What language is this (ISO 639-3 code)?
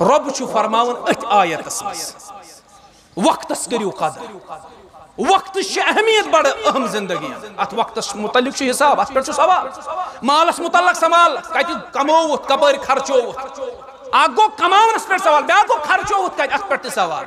kas